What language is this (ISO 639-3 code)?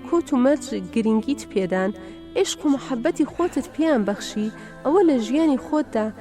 ckb